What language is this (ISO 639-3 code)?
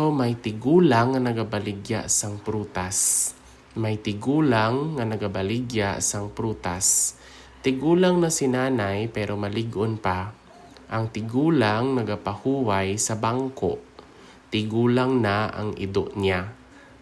hil